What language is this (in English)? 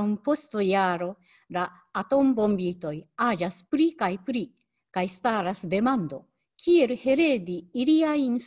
Esperanto